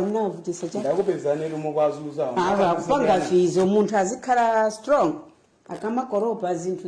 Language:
Nyanja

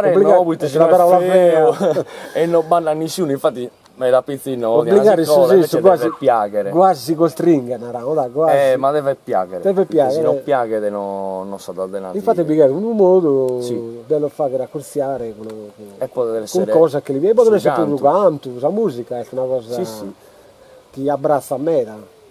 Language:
Sardinian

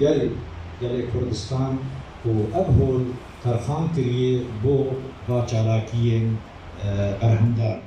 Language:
Kurdish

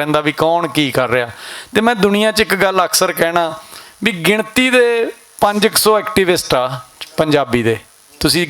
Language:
Western Panjabi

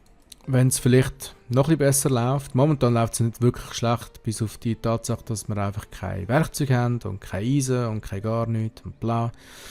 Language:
Swiss German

